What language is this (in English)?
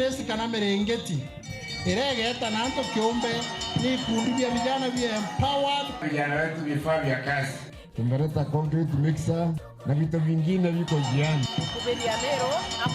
Meru